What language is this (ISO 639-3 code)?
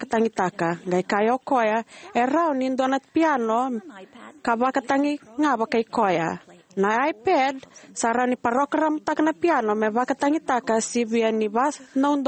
fij